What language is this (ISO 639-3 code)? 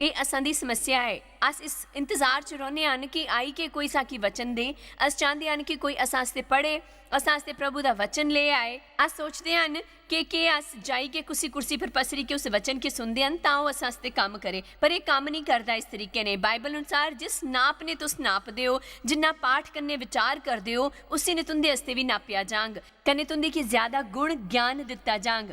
doi